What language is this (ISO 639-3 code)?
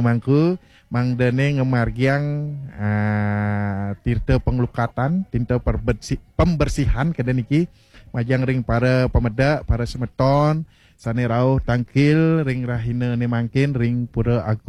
ban